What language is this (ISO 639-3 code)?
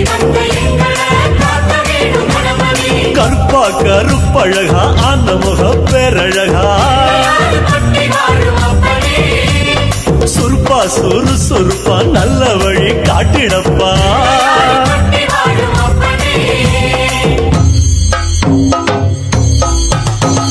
tam